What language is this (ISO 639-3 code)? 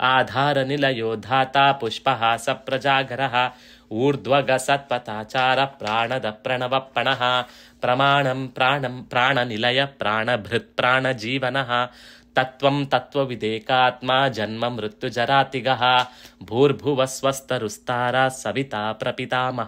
san